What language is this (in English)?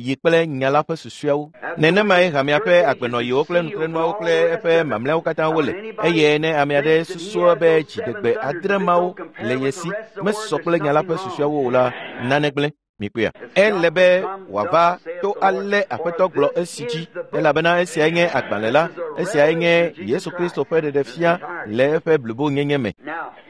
Ewe